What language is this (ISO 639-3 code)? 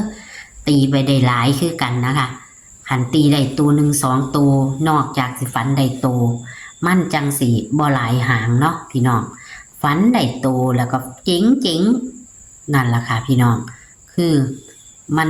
tts